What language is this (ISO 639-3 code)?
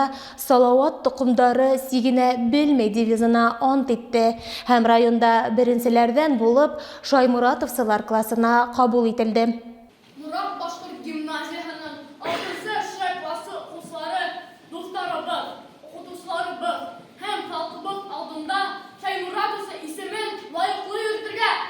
bak